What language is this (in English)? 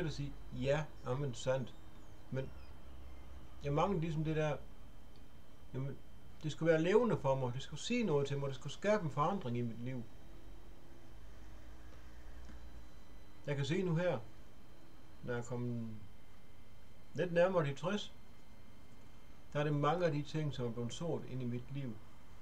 Danish